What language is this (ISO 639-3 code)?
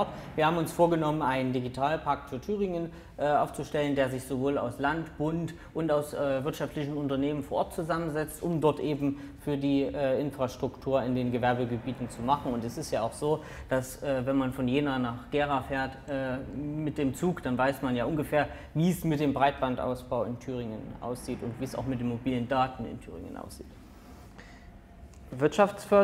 deu